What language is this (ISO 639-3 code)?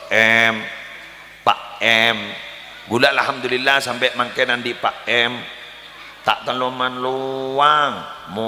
mad